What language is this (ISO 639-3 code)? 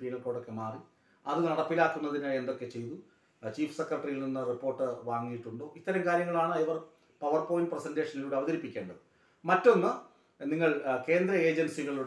mal